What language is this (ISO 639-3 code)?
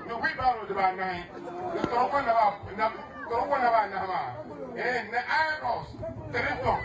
dag